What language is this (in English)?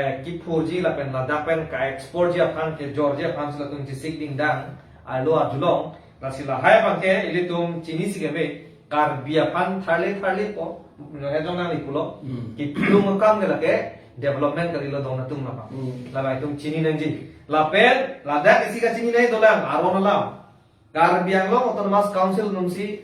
Karbi